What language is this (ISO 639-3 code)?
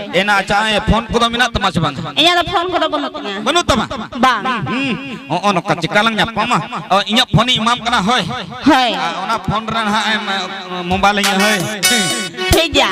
sat